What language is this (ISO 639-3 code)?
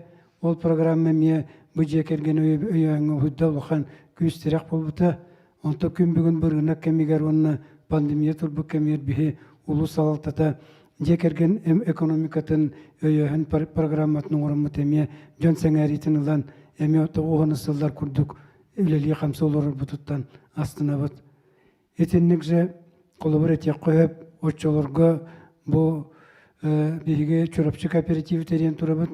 sah